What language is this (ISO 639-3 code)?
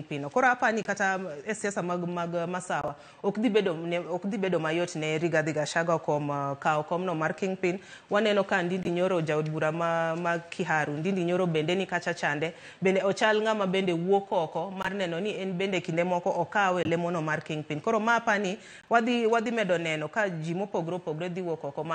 luo